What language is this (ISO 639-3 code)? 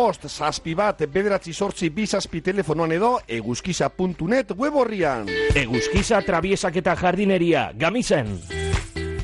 eus